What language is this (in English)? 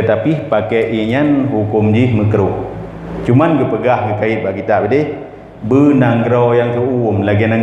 Achinese